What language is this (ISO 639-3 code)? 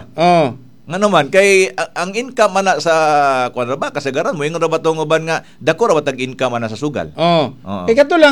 ceb